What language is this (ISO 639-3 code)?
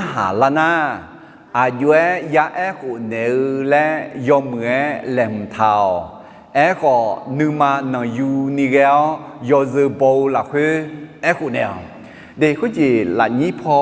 ahk